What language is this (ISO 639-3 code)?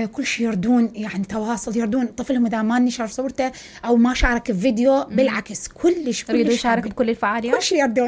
acm